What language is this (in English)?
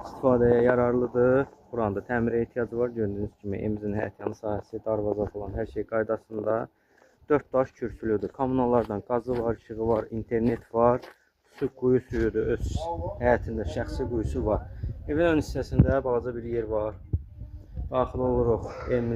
Azerbaijani